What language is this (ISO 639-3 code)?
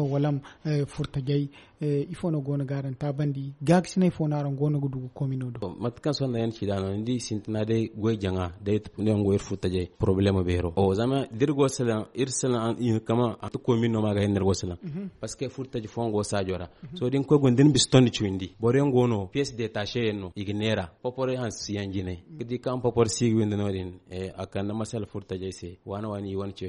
dje